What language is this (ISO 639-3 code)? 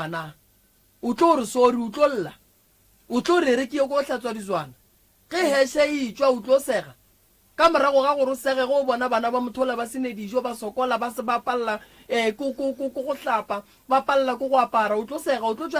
nso